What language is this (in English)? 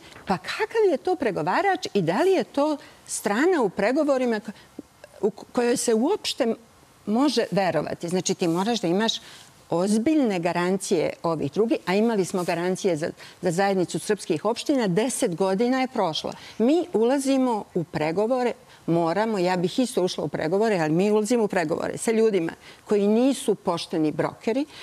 Serbian